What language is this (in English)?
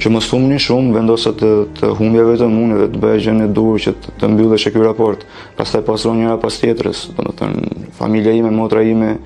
Albanian